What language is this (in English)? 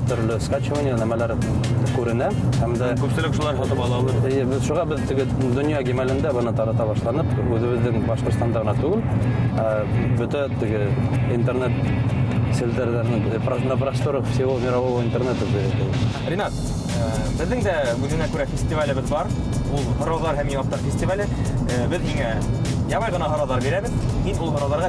Bashkir